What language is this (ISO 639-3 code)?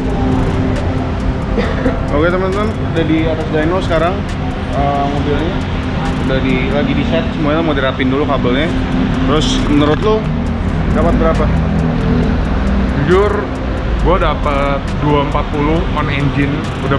ind